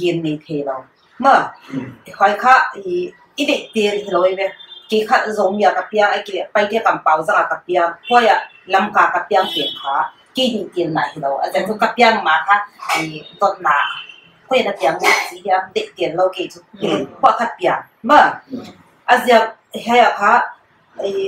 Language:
Paite Chin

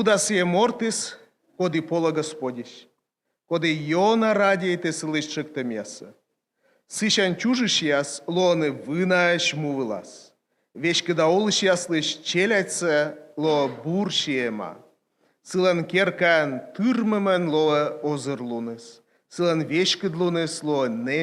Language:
Komi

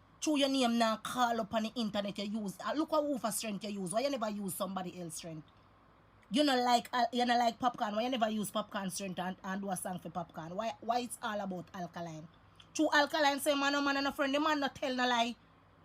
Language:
Jamaican Creole English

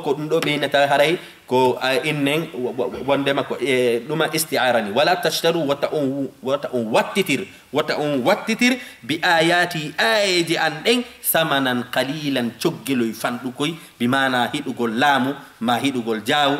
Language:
Fula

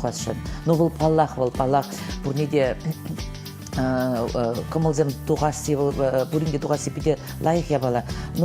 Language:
Chuvash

